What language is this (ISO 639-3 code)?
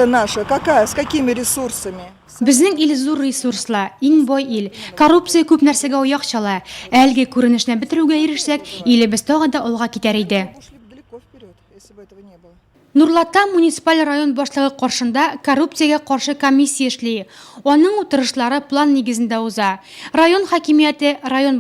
tat